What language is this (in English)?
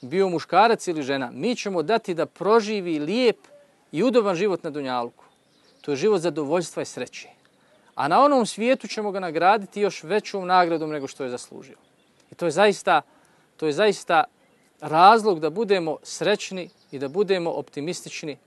Bosnian